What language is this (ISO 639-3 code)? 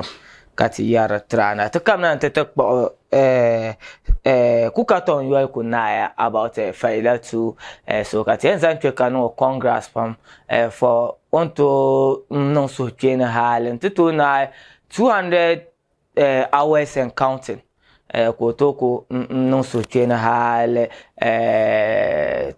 dag